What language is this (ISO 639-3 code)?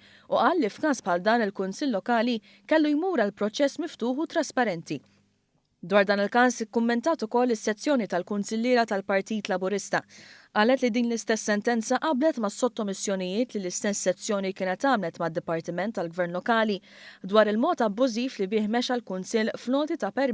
mlt